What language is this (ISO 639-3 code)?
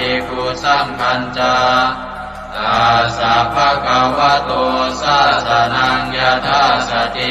pli